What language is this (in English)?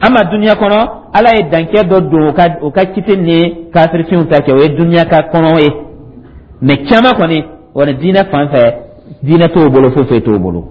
Dyula